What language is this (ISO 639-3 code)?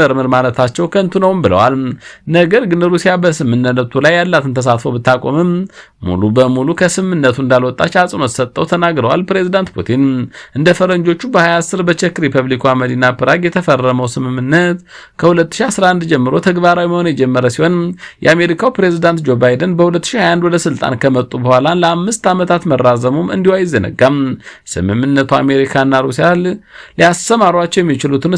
amh